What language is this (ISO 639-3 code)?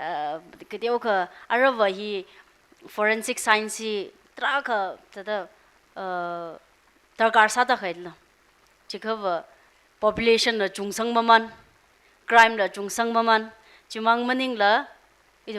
nmf